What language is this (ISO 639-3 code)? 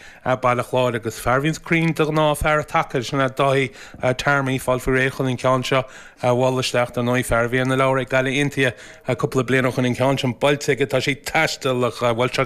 gle